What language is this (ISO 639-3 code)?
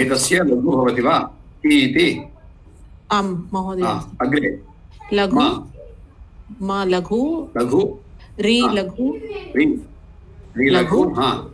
san